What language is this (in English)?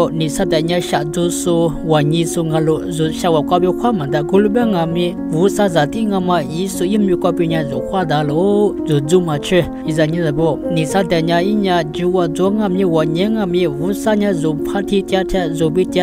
Lisu